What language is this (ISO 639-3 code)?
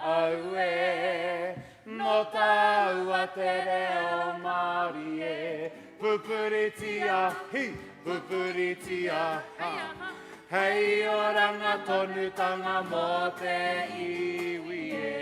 mri